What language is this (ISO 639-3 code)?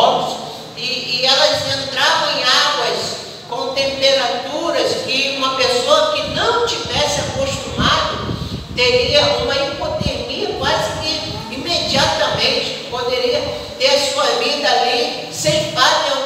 por